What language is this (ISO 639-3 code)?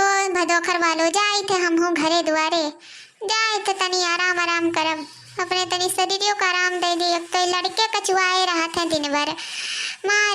awa